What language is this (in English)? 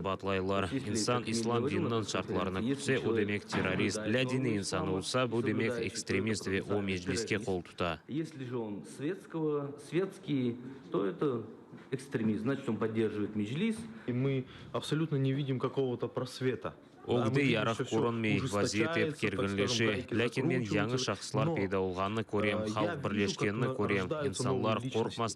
Crimean Tatar